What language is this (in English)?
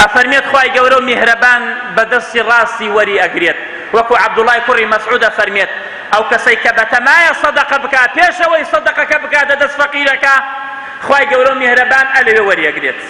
Central Kurdish